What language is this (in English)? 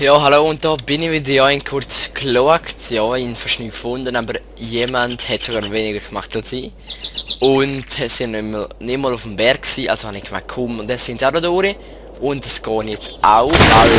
Swiss German